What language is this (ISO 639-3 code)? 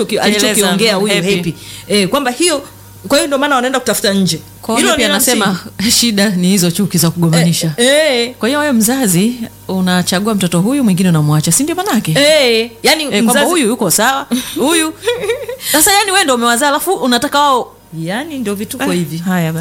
swa